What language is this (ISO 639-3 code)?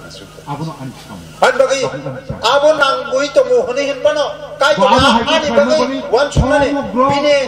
trp